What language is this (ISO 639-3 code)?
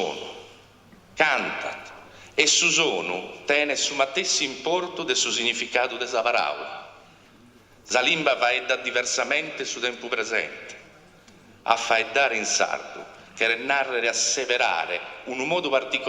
srd